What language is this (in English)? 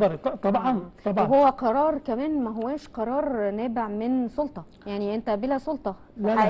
Egyptian Arabic